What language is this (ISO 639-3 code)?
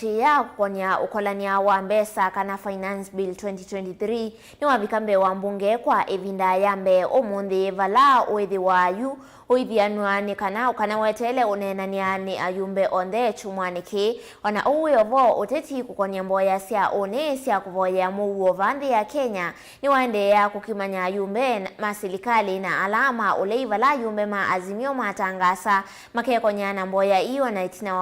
kam